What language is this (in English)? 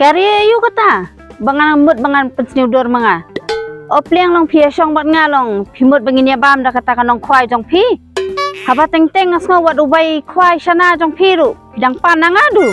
Khasi